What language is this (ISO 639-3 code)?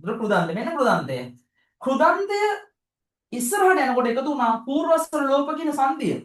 sin